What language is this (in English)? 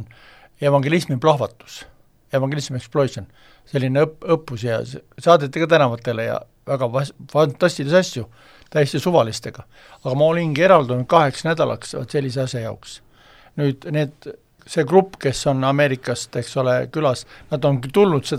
Estonian